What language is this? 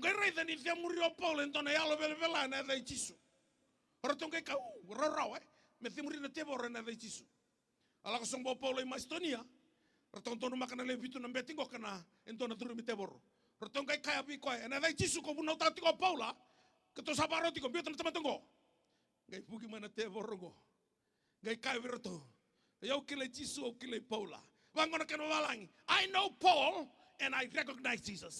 Fijian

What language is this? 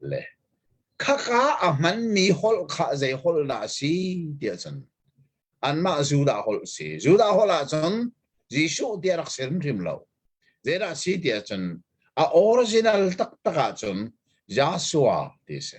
Hakha Chin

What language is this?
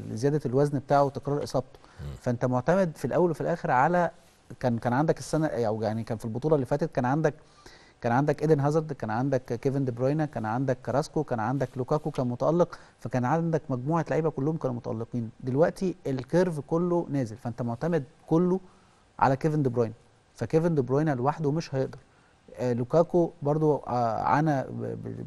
Egyptian Arabic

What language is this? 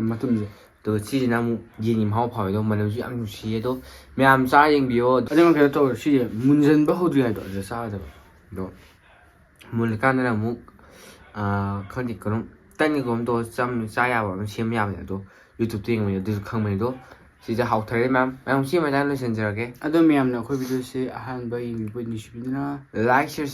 Manipuri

